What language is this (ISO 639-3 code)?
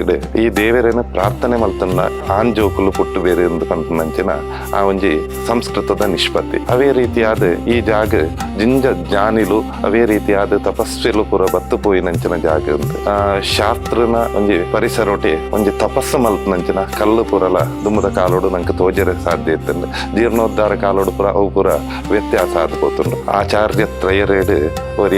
tcy